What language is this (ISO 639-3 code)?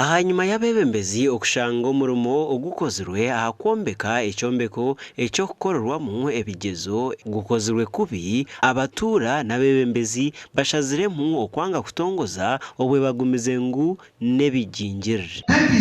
nyn